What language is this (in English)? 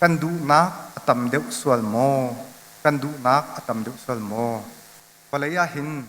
Hakha Chin